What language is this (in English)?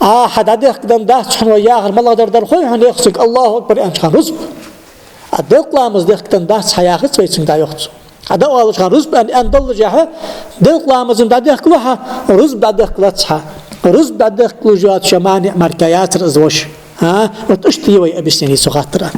Ingush